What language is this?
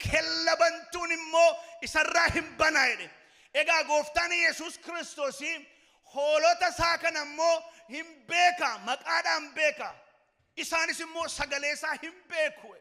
Oromo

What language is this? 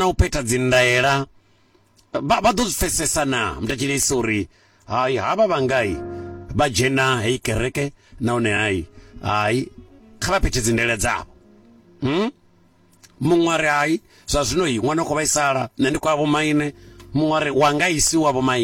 Venda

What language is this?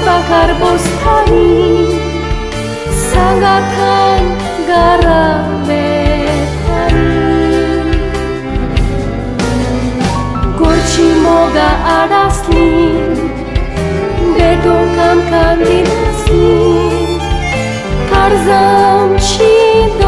Konkani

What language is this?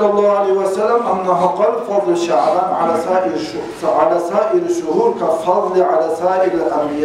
Kumyk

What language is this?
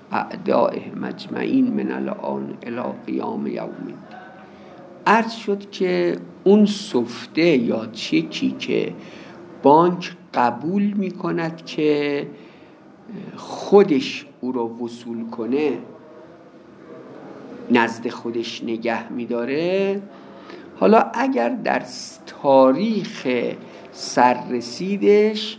Persian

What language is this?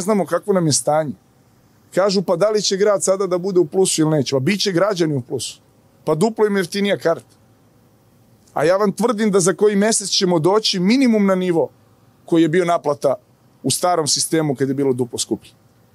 Serbian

